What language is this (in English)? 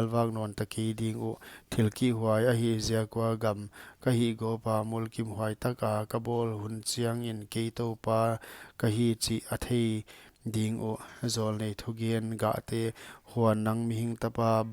Paite Chin